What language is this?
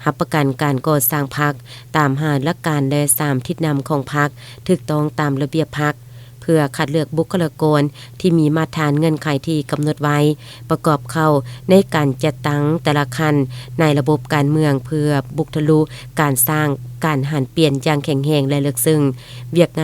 Lao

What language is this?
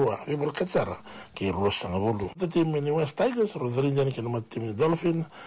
Fijian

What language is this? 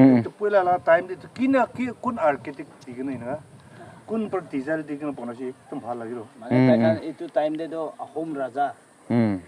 Naga Pidgin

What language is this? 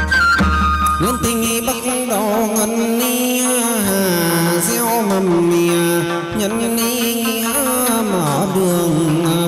Vietnamese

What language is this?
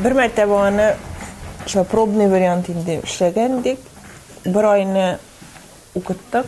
Tatar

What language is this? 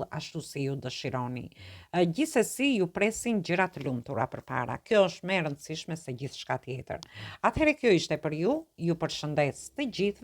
Albanian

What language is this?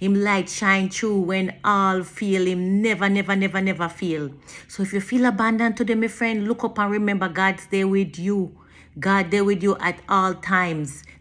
Jamaican Creole English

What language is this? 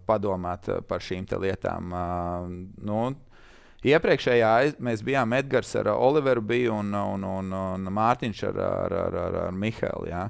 Latvian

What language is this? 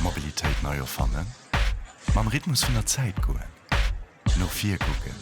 Luxembourgish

